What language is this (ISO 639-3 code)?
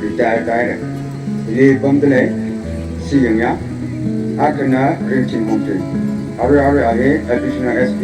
nmf